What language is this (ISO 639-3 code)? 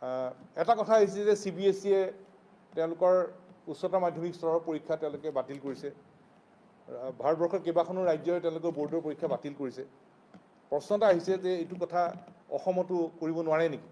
asm